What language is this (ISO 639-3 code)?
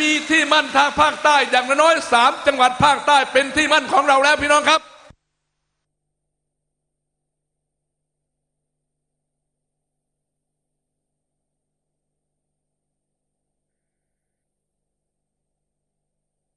tha